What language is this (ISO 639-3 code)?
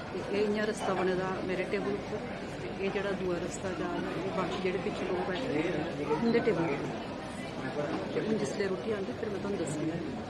doi